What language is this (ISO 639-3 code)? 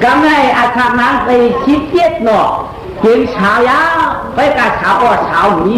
shn